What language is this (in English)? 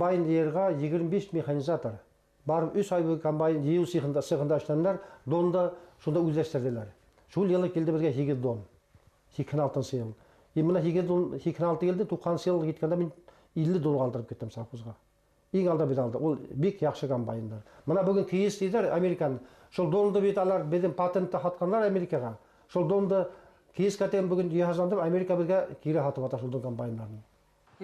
Bashkir